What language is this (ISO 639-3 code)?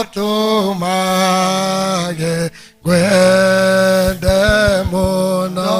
kik